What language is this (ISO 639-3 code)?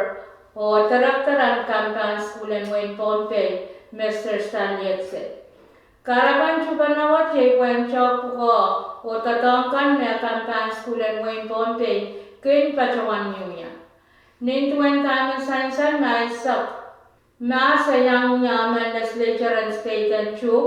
pon